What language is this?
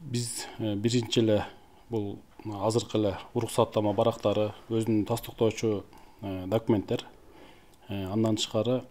Kyrgyz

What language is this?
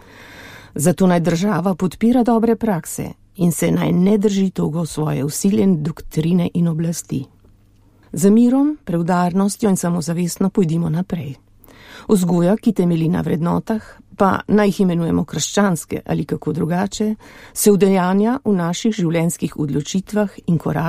Slovenian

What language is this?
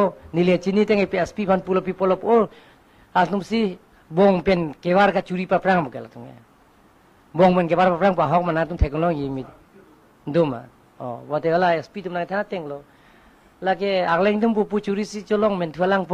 Karbi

